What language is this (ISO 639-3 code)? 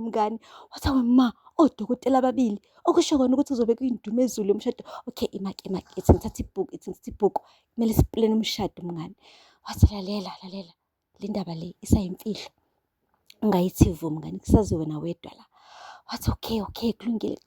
zul